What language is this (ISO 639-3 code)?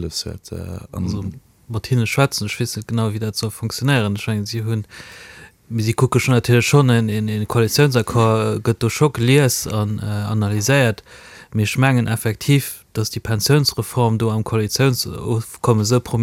ltz